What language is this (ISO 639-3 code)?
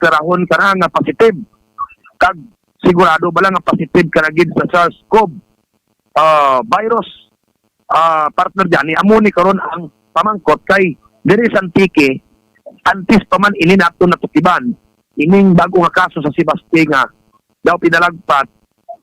hil